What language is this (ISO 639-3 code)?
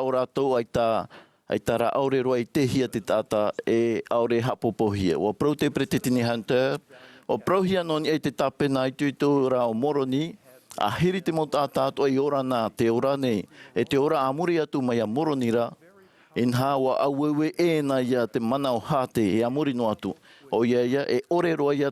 tah